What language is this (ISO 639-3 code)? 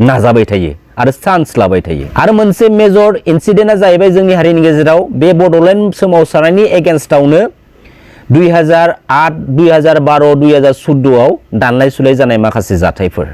brx